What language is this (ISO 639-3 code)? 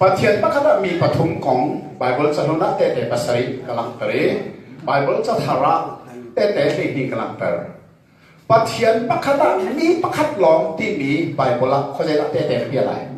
cnh